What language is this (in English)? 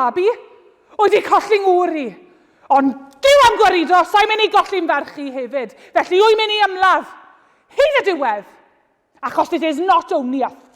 Welsh